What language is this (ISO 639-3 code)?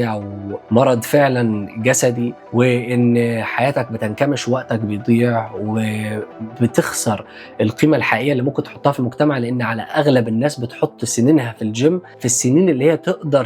arz